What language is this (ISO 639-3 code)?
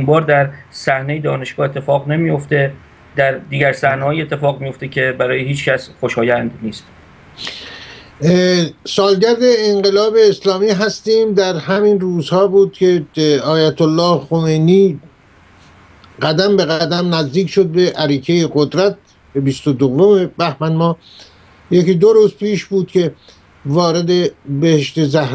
fas